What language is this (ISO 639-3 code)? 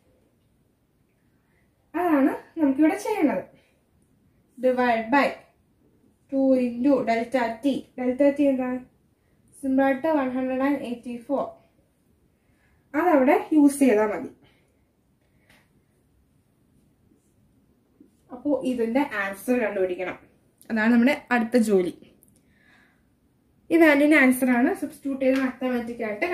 mal